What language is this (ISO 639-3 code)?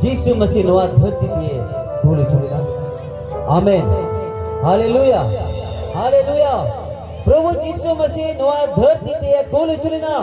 sat